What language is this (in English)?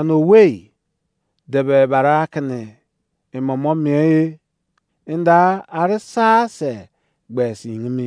Izon